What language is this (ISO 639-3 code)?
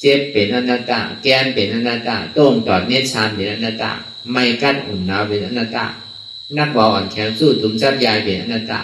shn